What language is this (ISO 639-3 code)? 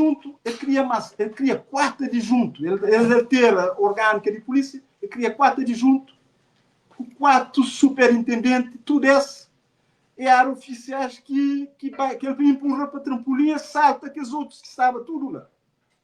kea